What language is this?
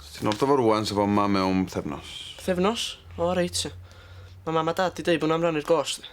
Welsh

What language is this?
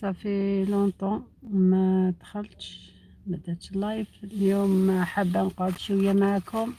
Algerian Arabic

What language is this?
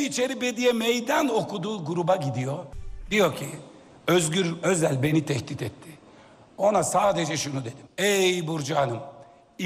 Turkish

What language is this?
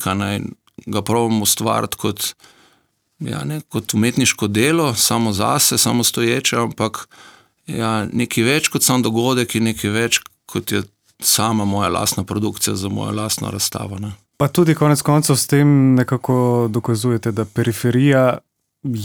Slovenian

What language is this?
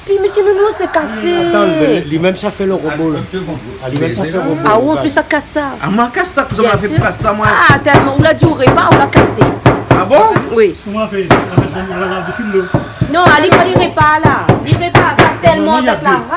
Réunion Creole French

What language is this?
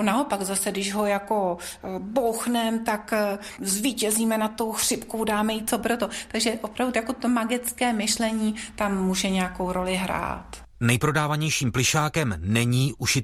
Czech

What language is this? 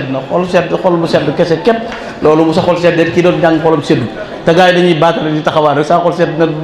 Wolof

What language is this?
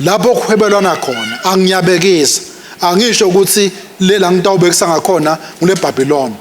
Swati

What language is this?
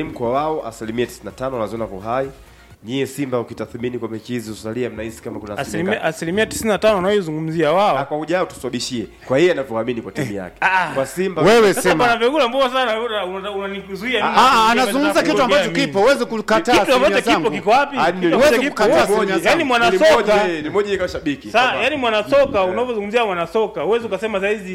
Swahili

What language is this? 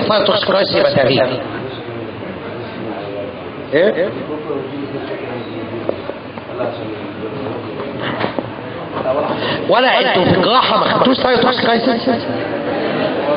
Egyptian Arabic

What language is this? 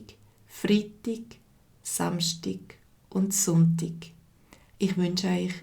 Swiss German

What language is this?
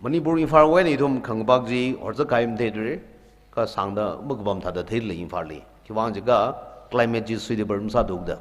Tangkhul Naga (India)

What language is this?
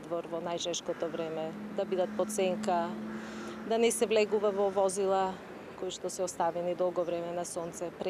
Macedonian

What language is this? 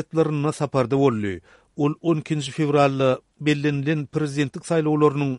Turkmen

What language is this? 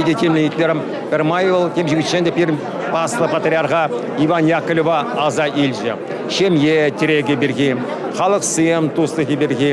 Chuvash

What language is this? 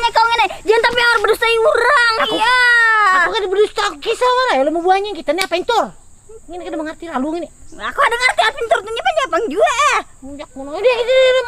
Banjar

